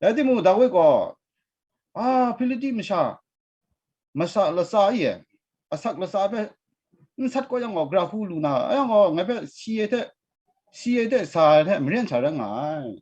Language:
Kachin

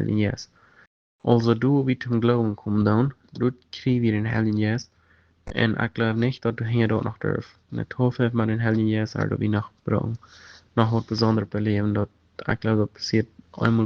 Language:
Plautdietsch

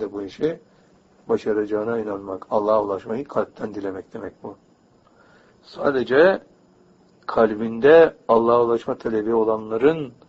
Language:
Turkish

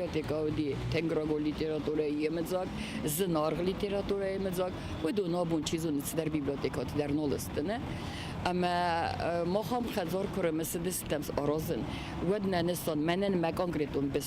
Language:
Ossetic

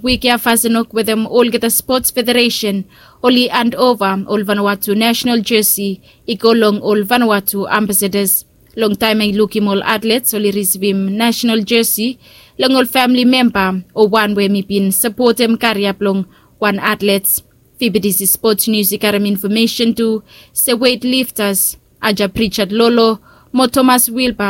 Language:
Bislama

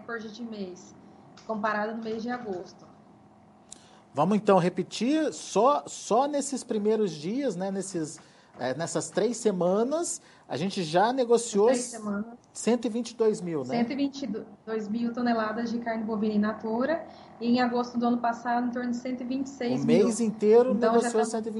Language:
Portuguese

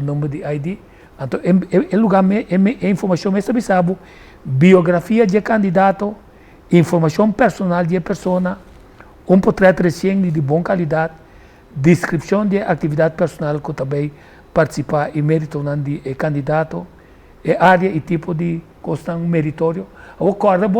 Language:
Papiamento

